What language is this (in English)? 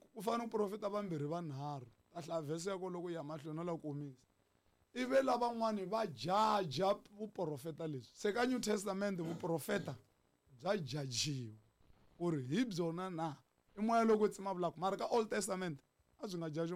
Tsonga